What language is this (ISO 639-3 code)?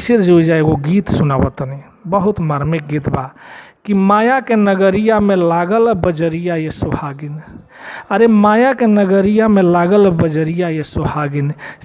bho